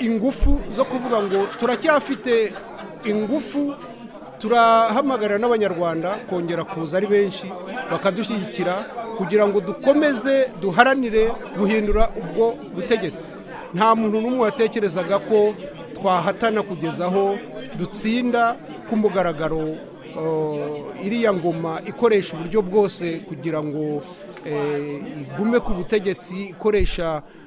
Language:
Kinyarwanda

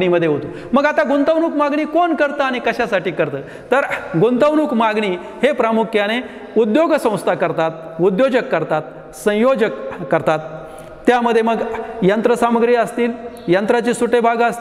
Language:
Marathi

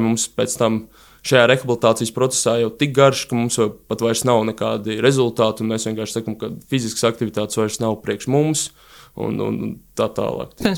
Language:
Latvian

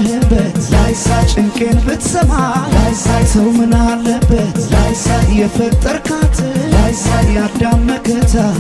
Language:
Adamawa Fulfulde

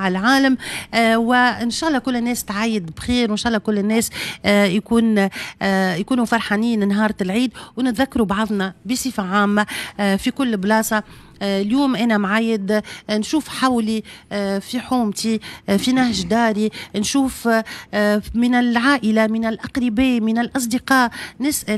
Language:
Tunisian Arabic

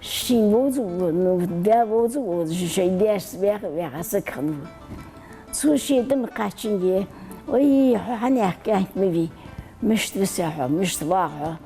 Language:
Ingush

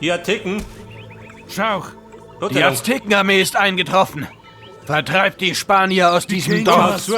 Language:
Bavarian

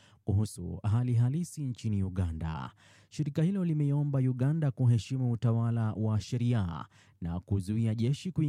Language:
Swahili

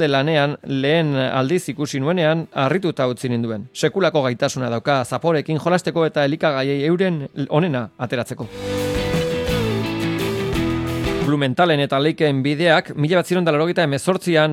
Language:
Basque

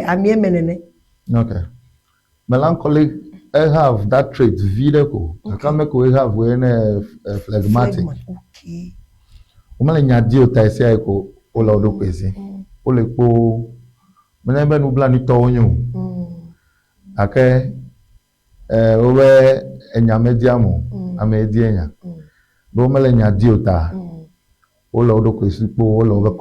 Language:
Ewe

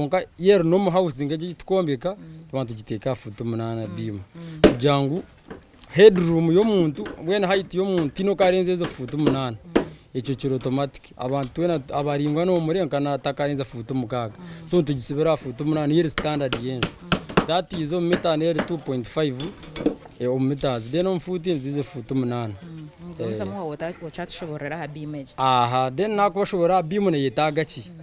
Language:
Nyankole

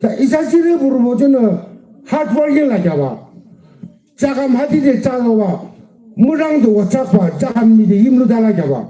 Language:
Yimchungru Naga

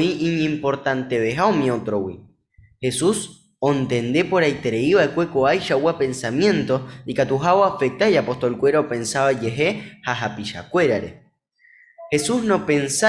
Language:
Guarani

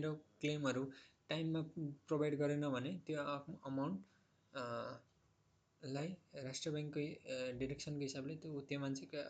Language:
Nepali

